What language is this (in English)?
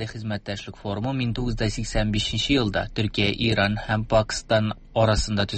Tatar